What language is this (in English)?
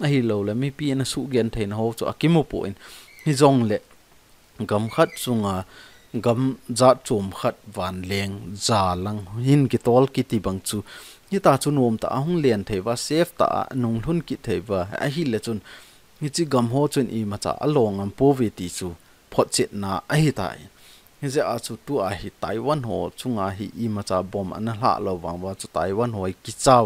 Thado Chin